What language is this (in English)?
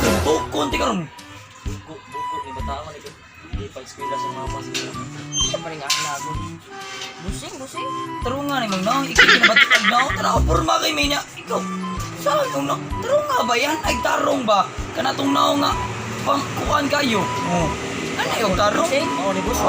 Cebuano